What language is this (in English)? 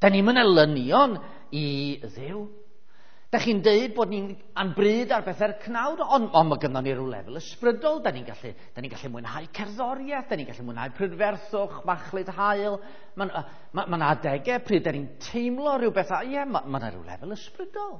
Welsh